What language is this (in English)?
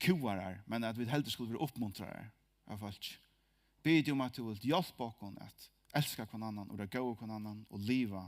Faroese